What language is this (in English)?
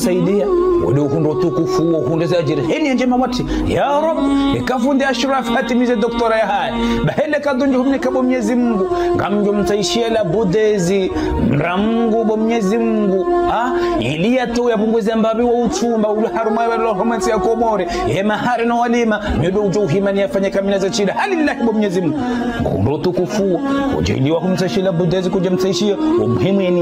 Ngazidja Comorian